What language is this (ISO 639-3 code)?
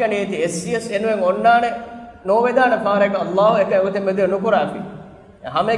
div